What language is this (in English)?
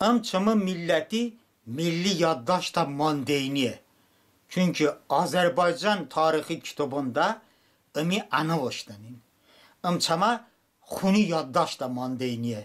Talysh